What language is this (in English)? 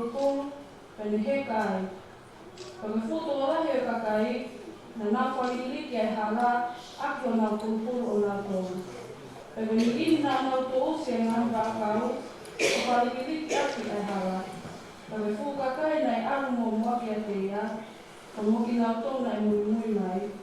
Tongan